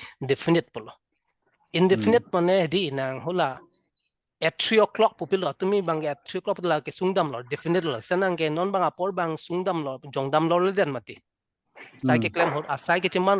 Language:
Karbi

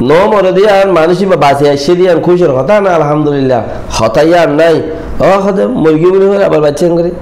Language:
Rohingya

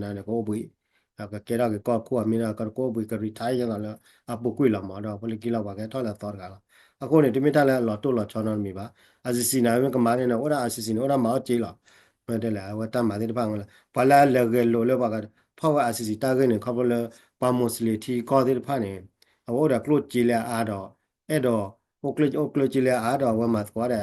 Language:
S'gaw Karen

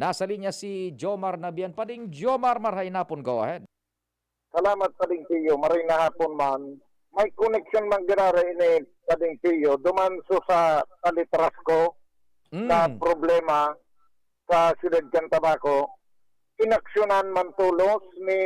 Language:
Bikol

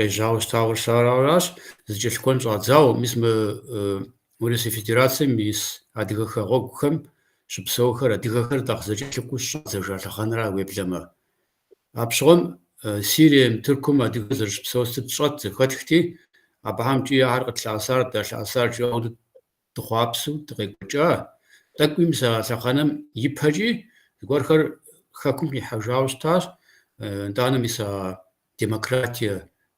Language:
Kabardian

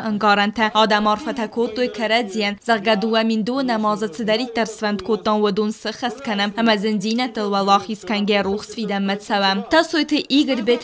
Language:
Ossetic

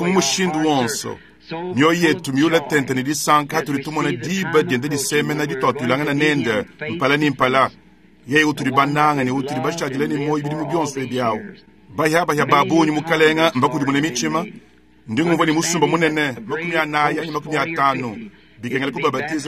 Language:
Luba-Lulua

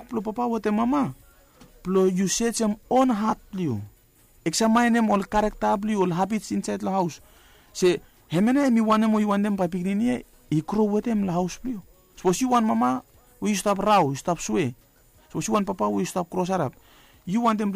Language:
Bislama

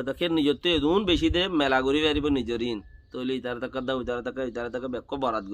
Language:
Rohingya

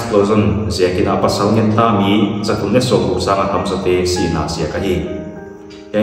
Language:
Paite Chin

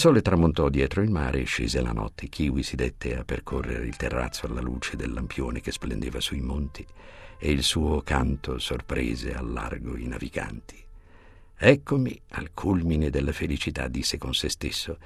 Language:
Italian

